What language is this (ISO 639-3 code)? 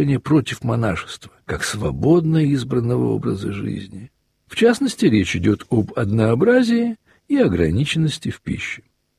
rus